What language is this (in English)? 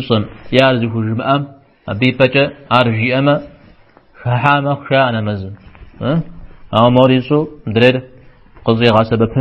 Kabardian